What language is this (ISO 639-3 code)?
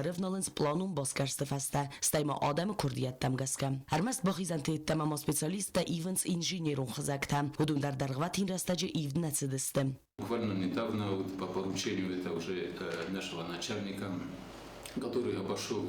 oss